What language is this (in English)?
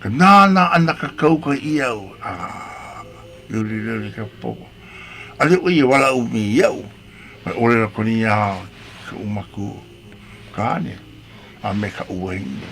Hawaiian